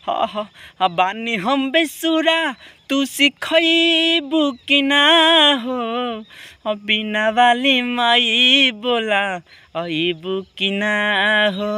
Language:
Bhojpuri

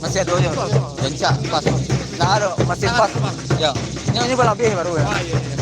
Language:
Minangkabau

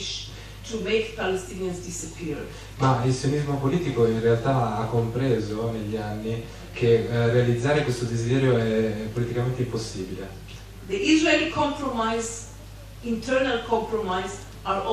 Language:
Italian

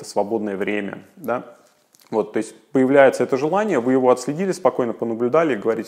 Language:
Russian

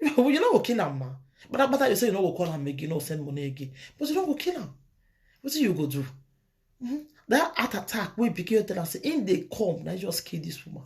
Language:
Nigerian Pidgin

